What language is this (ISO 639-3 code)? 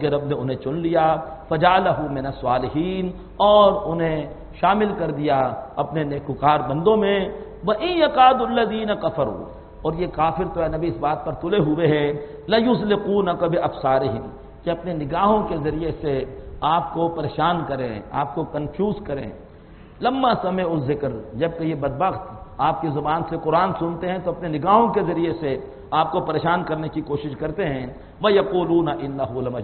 urd